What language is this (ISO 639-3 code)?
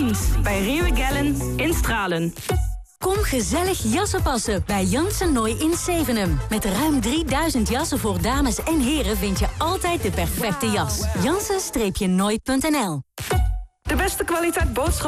nld